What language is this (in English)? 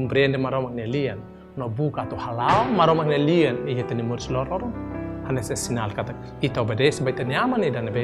Tetum